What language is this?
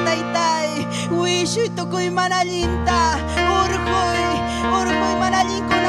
Ayacucho Quechua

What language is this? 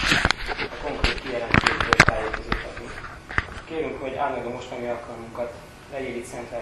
Hungarian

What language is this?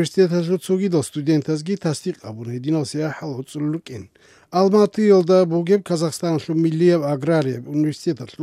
Avaric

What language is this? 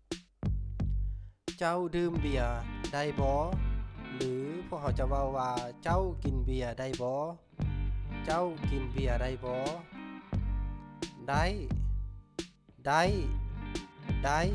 Lao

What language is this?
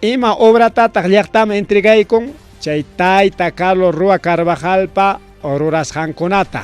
Ayacucho Quechua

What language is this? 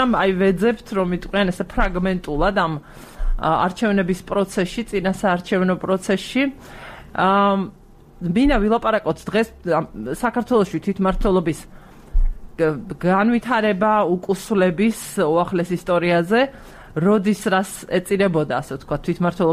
Georgian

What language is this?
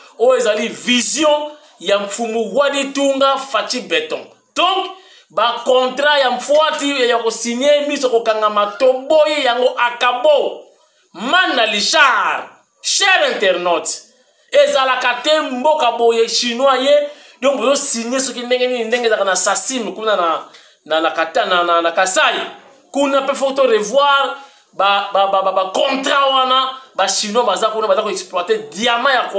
Lingala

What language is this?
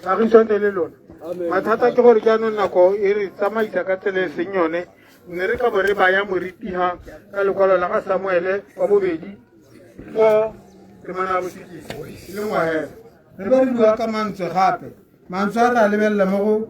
Tswana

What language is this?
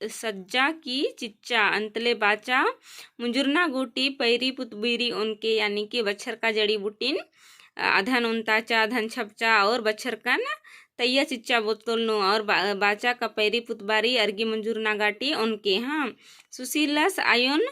Kurukh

